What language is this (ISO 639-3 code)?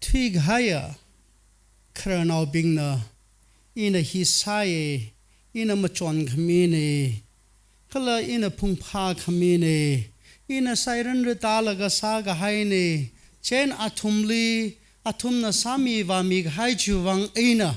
nmf